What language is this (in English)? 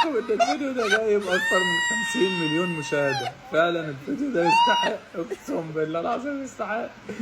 Egyptian Arabic